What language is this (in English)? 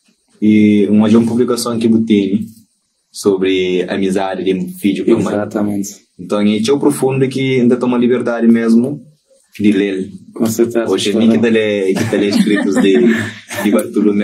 Kabuverdianu